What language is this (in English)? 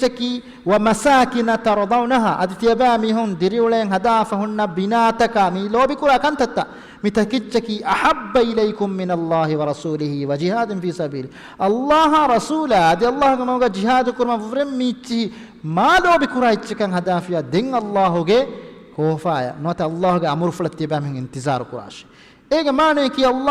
Divehi